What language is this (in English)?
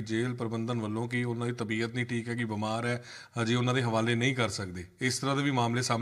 Punjabi